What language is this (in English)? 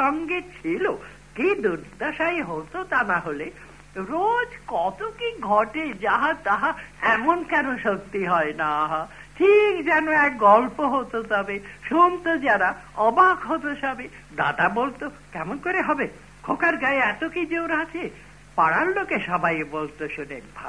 Bangla